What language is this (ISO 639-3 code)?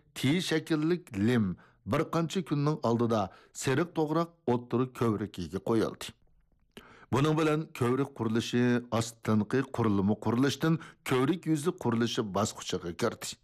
uig